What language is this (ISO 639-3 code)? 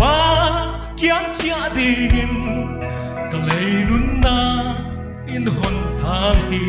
pck